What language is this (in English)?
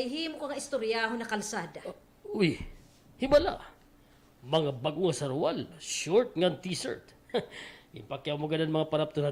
Waray